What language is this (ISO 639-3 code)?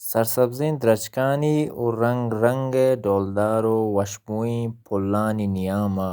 bal